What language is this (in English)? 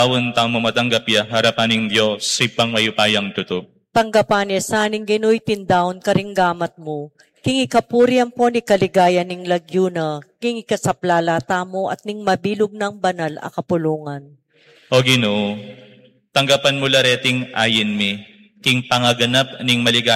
Pampanga